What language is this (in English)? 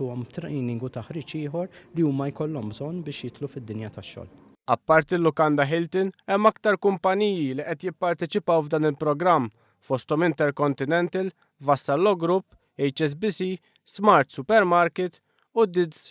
Maltese